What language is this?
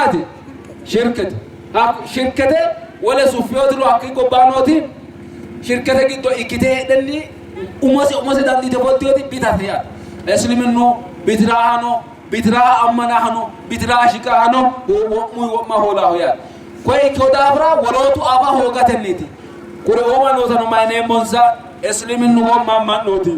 Sidamo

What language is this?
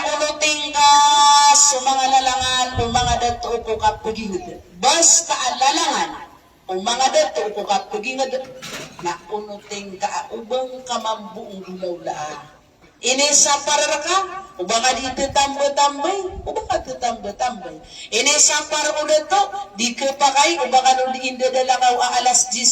Maranao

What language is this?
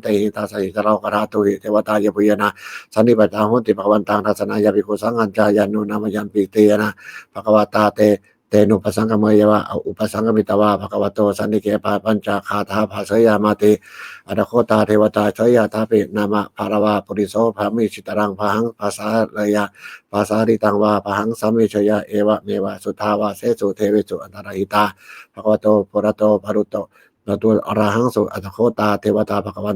Pali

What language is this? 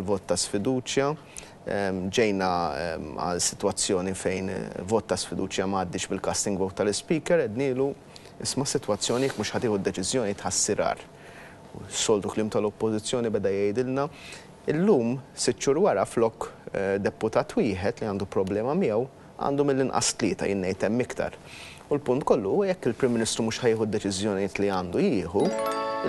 Maltese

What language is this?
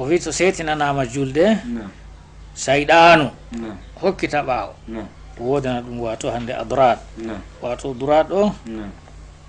Fula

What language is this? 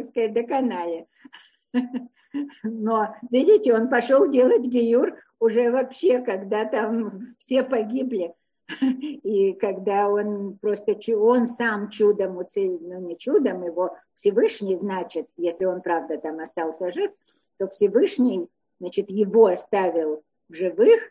Russian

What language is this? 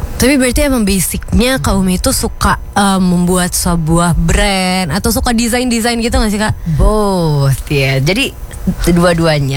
Indonesian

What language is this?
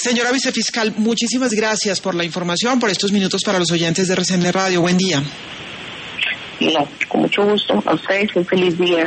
Spanish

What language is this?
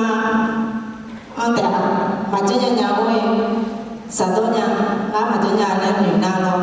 Akha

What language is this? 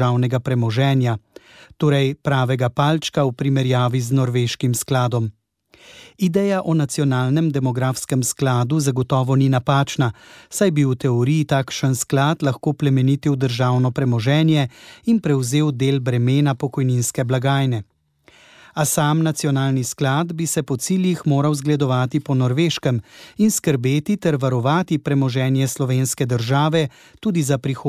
Slovenian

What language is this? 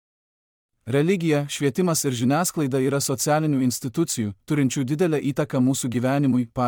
Lithuanian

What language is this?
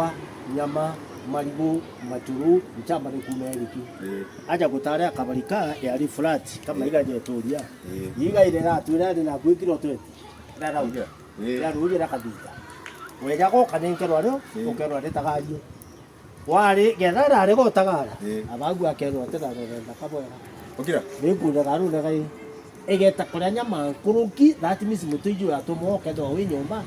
Meru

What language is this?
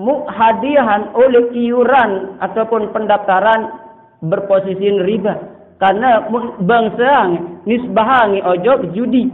Sasak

